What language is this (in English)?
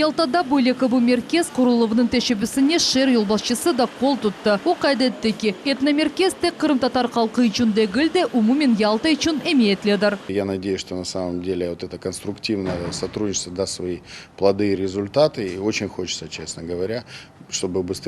Crimean Tatar